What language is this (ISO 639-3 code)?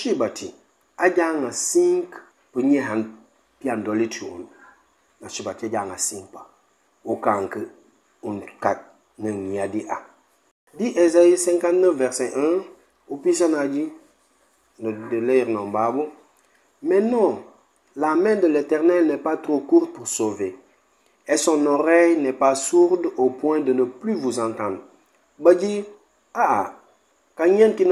knf